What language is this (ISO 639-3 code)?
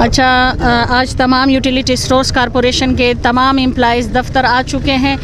pus